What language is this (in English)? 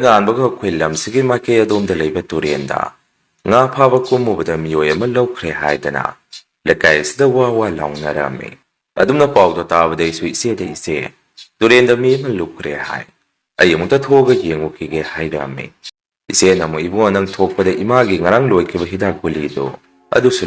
Manipuri